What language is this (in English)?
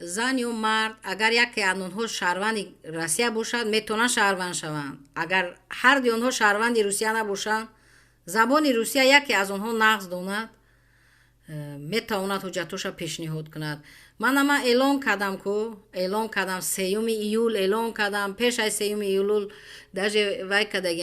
Tajik